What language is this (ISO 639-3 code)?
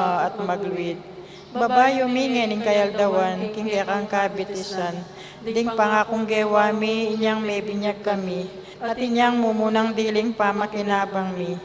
pam